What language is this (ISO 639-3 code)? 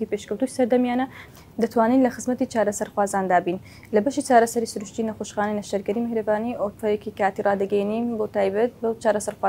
ckb